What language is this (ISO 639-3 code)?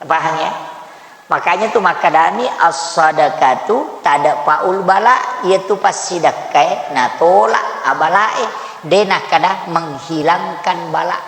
bug